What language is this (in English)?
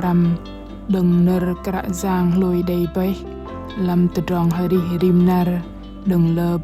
Bahnar